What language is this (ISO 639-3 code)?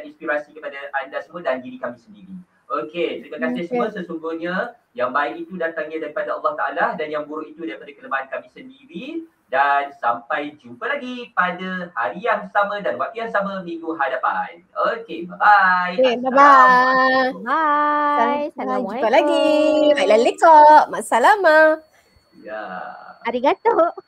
msa